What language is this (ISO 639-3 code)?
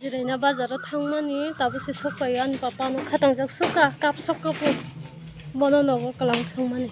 trp